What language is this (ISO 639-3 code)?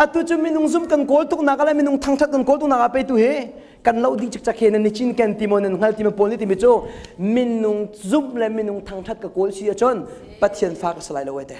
cnh